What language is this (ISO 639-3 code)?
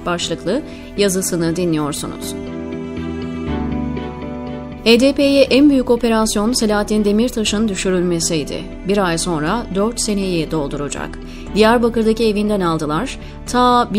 tur